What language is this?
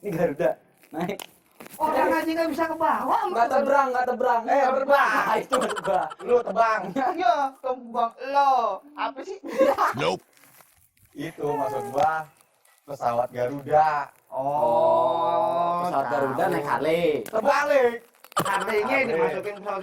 Betawi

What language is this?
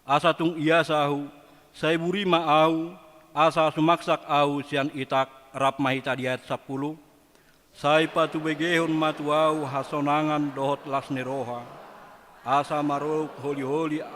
Batak Toba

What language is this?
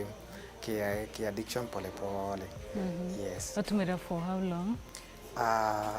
Meru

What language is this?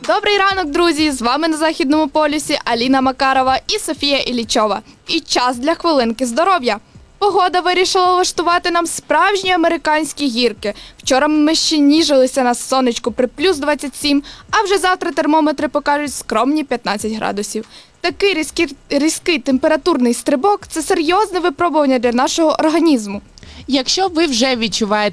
Ukrainian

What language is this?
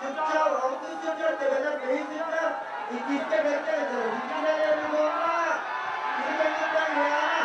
Yakut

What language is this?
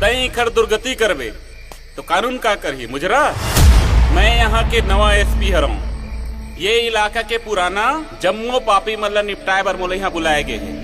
Chhattisgarhi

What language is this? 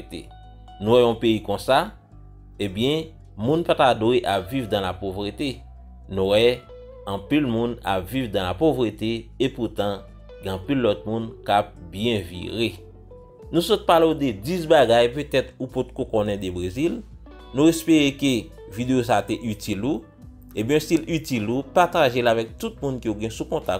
Haitian Creole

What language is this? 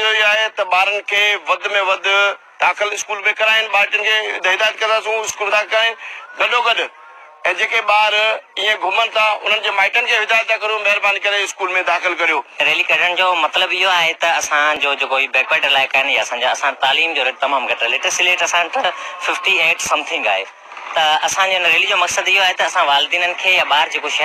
Sindhi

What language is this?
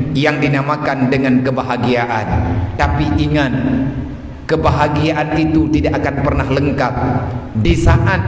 Achinese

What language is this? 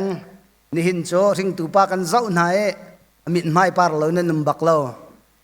Hakha Chin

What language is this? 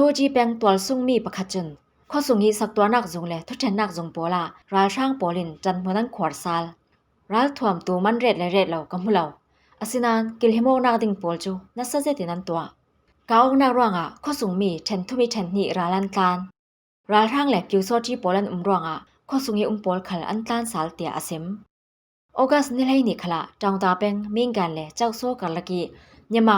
Falam Chin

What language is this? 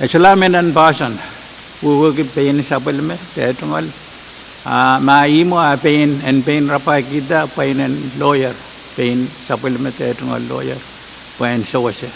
Pohnpeian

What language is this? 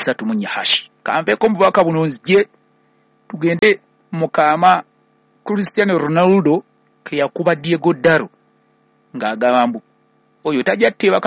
Ganda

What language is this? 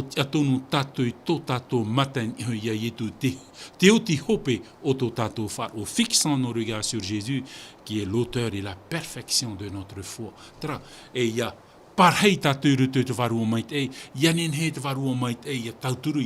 Tahitian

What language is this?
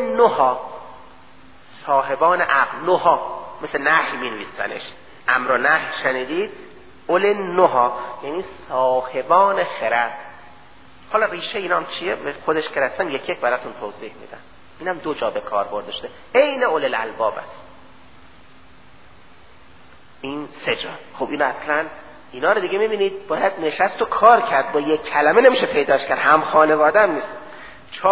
Persian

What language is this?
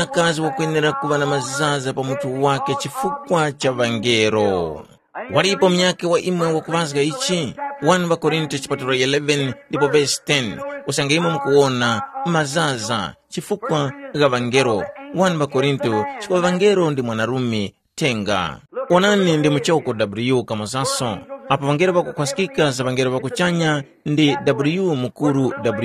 Tumbuka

